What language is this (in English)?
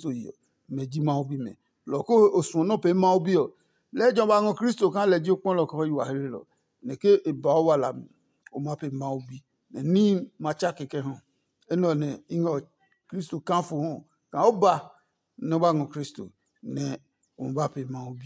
Adangme